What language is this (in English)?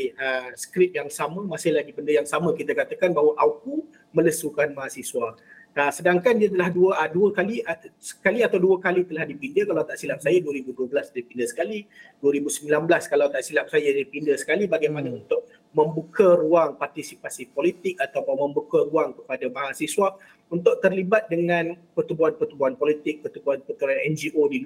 Malay